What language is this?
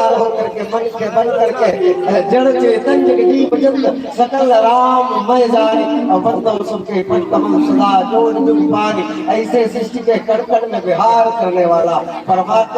Chhattisgarhi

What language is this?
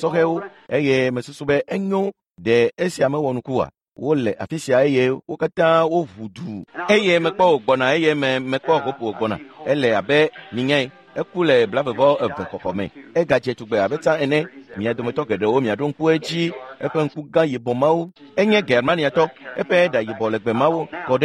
Ewe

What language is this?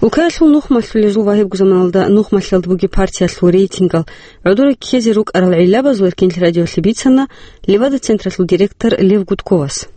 Avaric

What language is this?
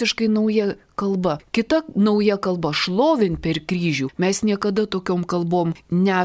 Lithuanian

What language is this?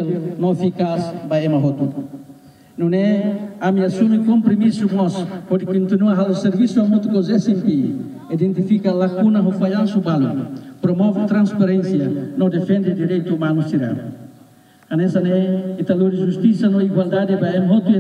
Tetum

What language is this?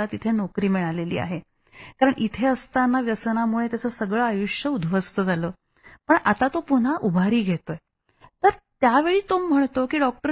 Marathi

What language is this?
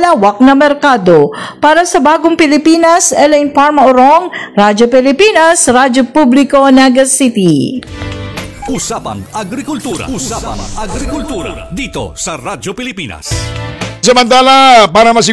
Filipino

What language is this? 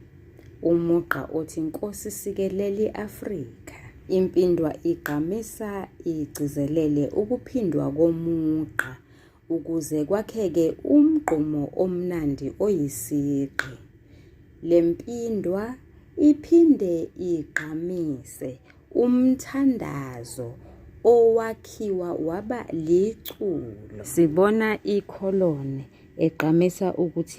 Zulu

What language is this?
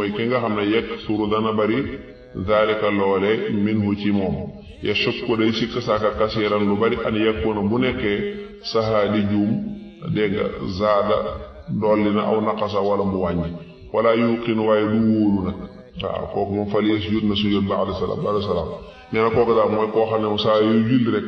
Wolof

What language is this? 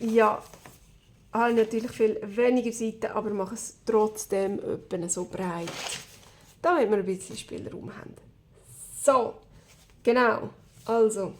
Swiss German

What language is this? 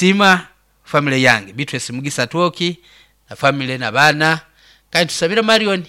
Nyoro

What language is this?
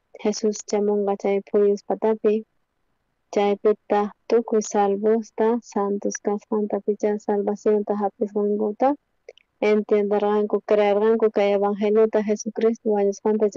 South Bolivian Quechua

